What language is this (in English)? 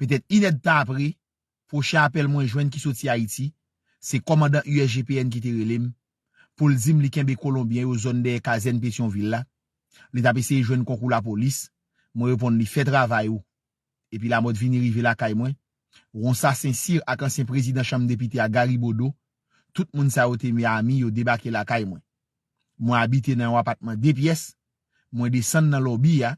Haitian Creole